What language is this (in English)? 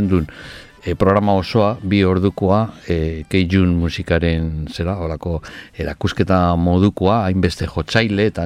Basque